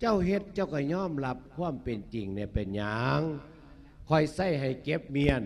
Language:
Lao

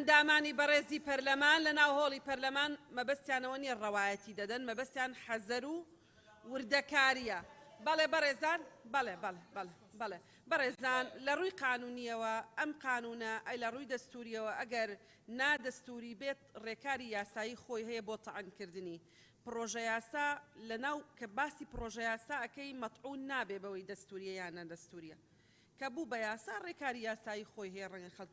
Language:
Central Kurdish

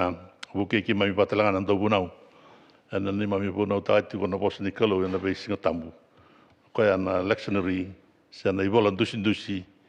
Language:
Fijian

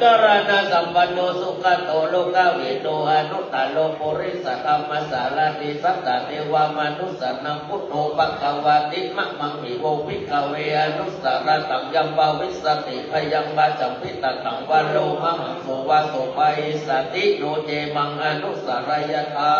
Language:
Pali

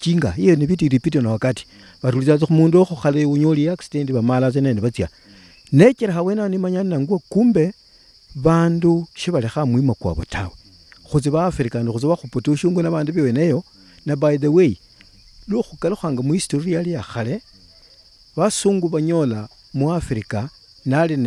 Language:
Luyia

